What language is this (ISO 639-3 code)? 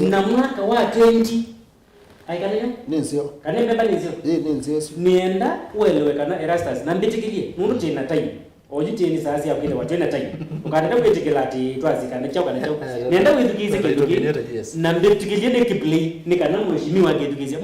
kam